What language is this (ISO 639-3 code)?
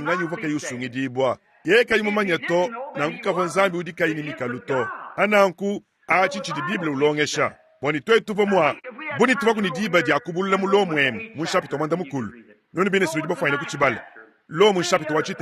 lua